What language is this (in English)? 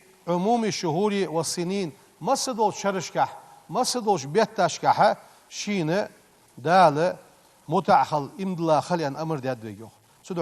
Ingush